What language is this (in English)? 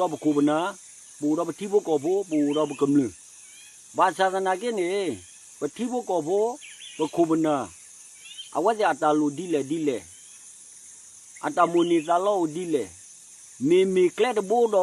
S'gaw Karen